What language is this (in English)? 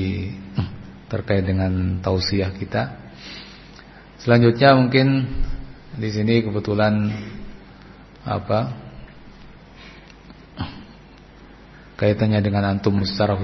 Indonesian